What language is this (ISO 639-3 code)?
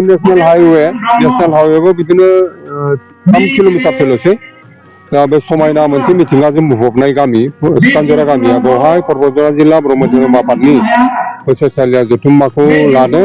brx